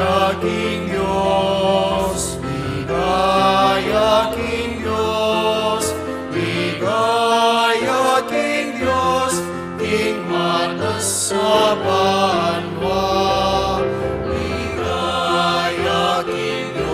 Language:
Pampanga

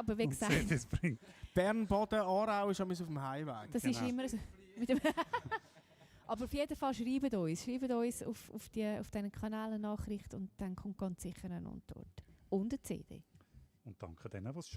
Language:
Swiss German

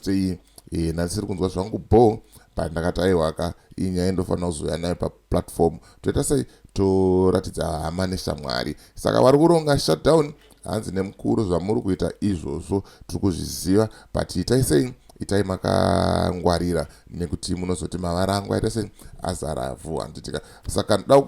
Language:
Shona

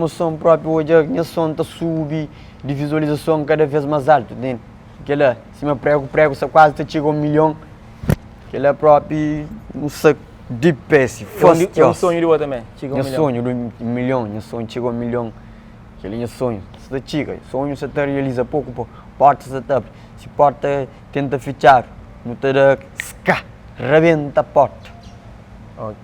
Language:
Kabuverdianu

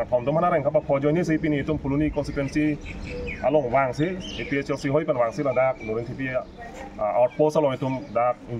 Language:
Karbi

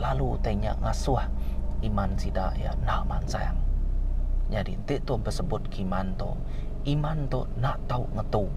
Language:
Iban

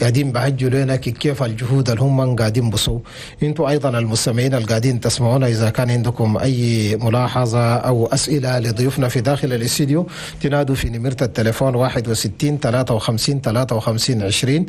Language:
Chadian Arabic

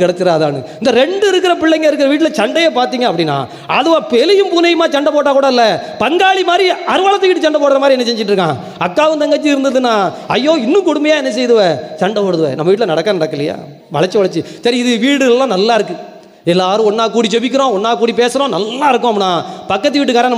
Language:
Tamil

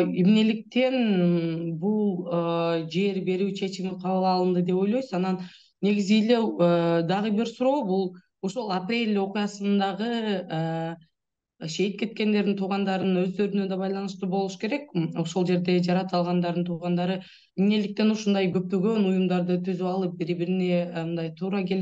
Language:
Kyrgyz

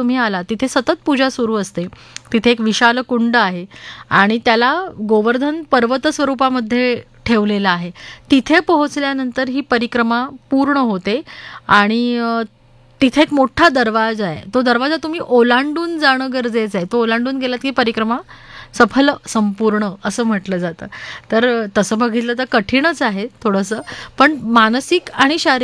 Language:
Marathi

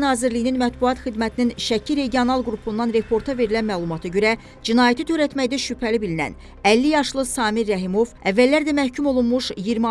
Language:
Azerbaijani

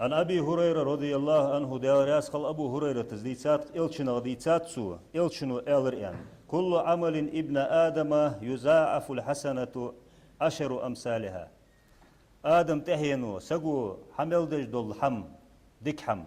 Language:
Ingush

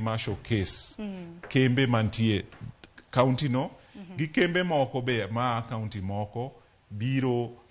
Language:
Luo (Kenya and Tanzania)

